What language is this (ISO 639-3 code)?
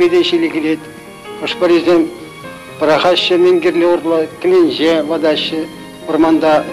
chv